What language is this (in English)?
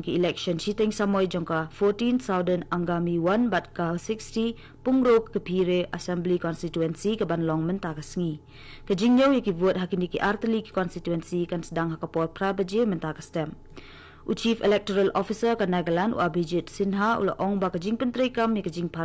Khasi